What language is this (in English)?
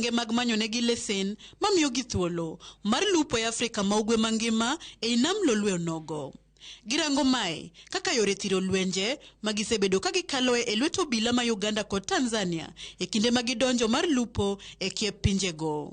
Luo (Kenya and Tanzania)